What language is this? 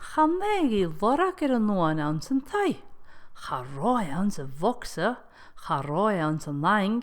Scottish Gaelic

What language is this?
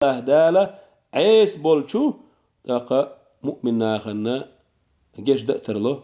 Chechen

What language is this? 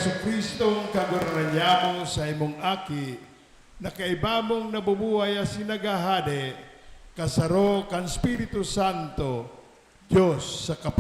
Bikol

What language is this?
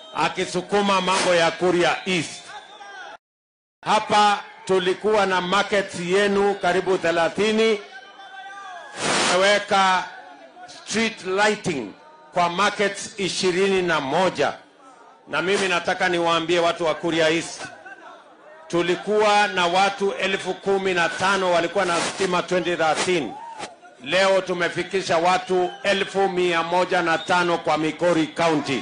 Swahili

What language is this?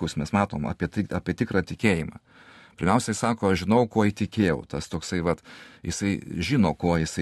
Lithuanian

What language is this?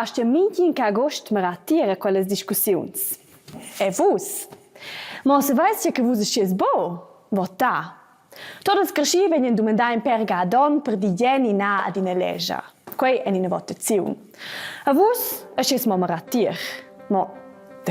Romansh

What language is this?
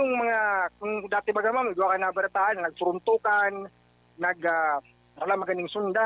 Bikol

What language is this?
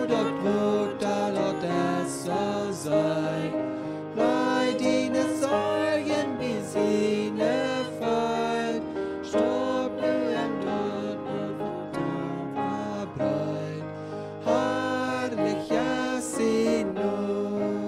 Plautdietsch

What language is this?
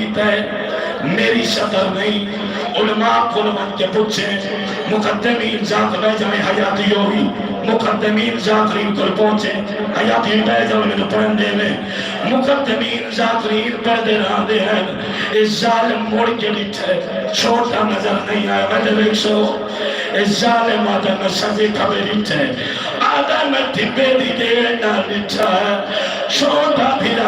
Saraiki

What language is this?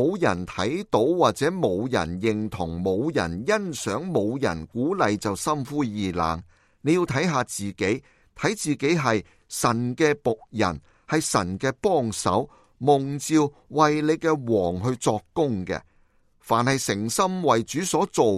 Cantonese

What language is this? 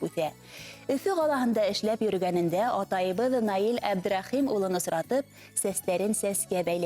Bashkir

